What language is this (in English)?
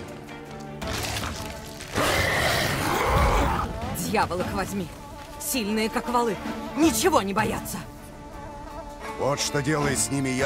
Russian